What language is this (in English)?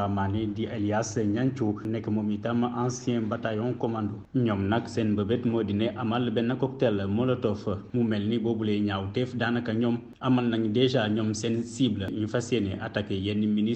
Wolof